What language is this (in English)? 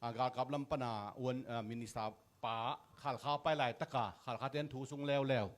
Tedim Chin